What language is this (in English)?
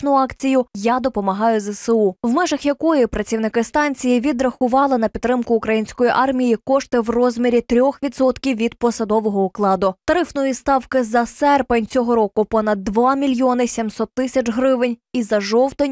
Ukrainian